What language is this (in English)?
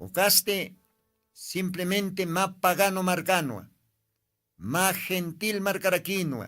Aymara